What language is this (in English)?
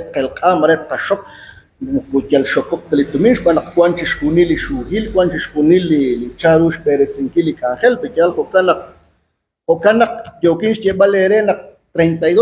Kekchí